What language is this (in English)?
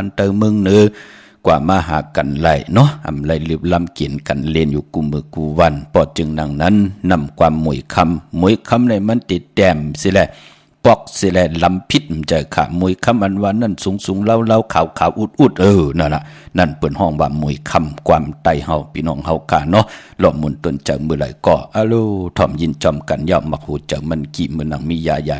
Shan